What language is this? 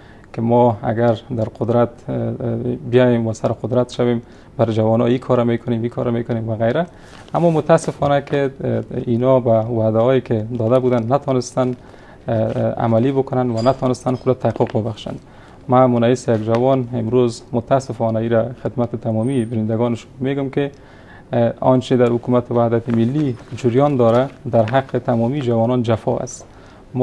Persian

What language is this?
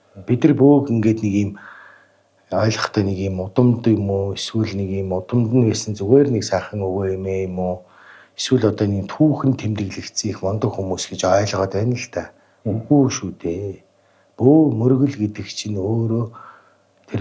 Mongolian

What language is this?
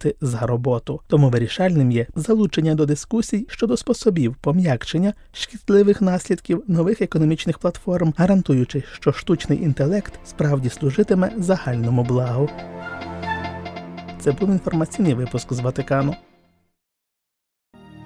Ukrainian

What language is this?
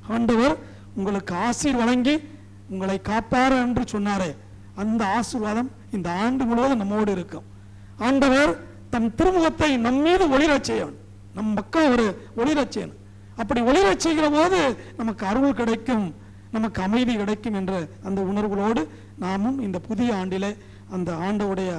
Tamil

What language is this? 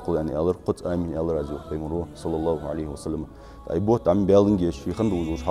Ingush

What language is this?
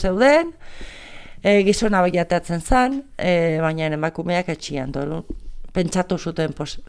Basque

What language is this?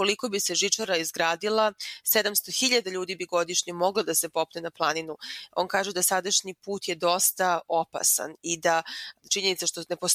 Serbian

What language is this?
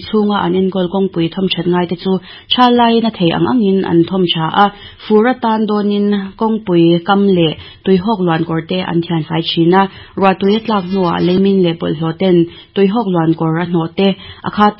Mizo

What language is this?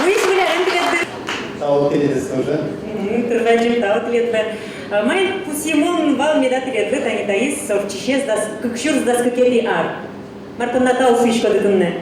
Udmurt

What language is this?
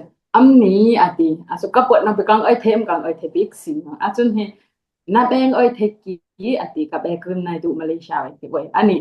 Dimasa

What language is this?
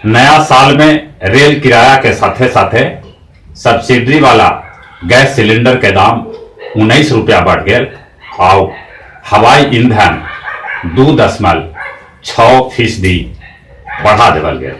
Magahi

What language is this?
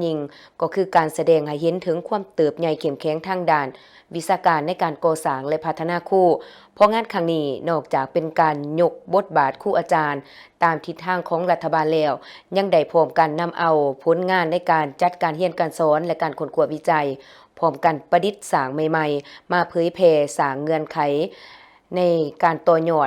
Lao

